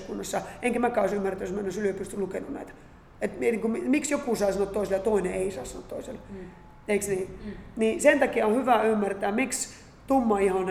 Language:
Finnish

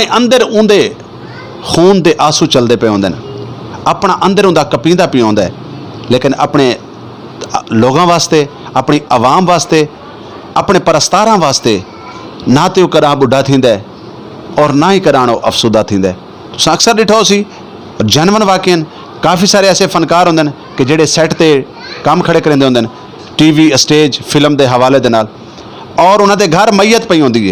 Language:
Saraiki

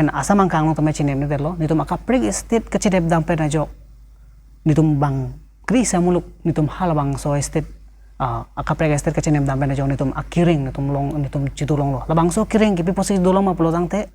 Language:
Karbi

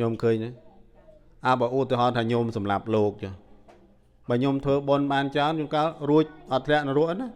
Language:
Khmer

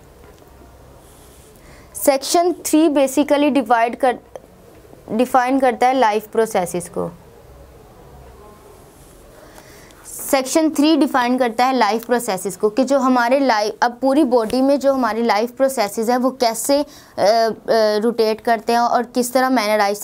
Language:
Hindi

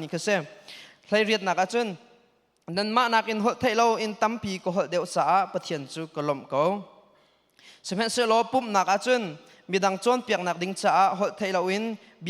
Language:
Hakha Chin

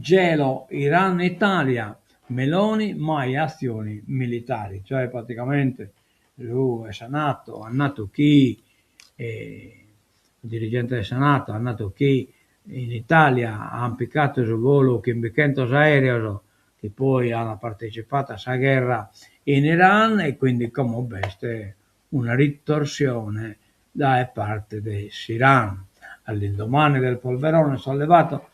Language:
Sardinian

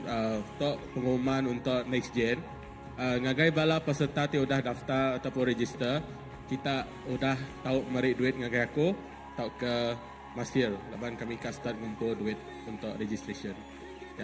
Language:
Iban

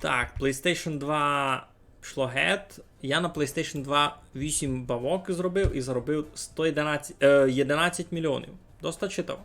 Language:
Rusyn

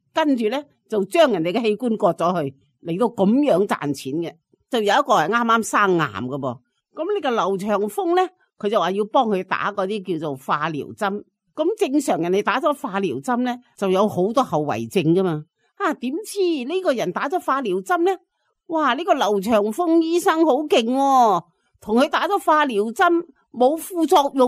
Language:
Cantonese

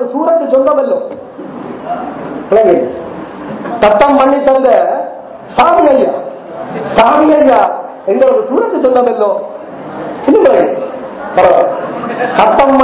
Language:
Tamil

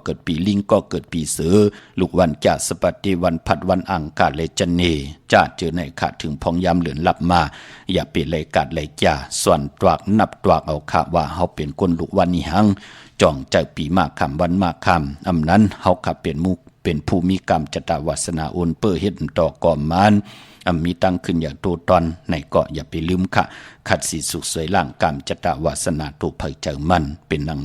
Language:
Shan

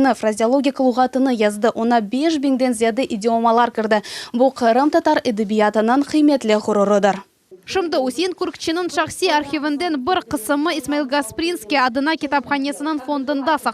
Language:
Crimean Tatar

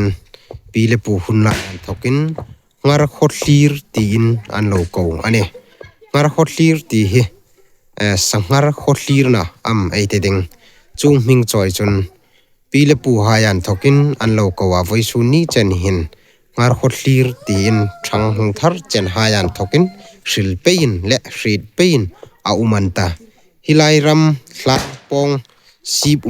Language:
Hmar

